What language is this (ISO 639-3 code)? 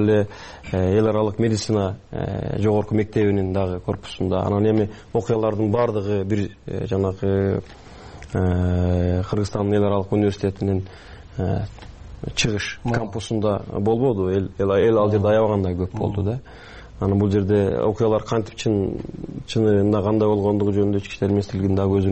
kir